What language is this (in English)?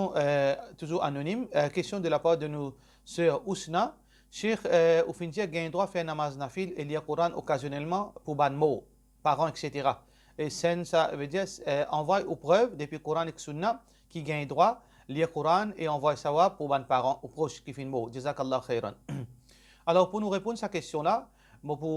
Morisyen